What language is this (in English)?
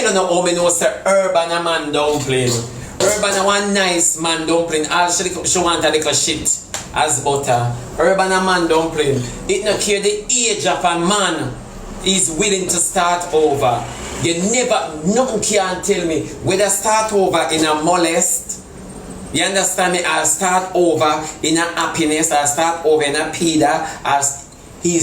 Jamaican Creole English